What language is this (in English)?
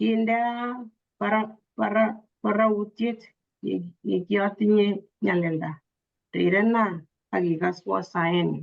Kalenjin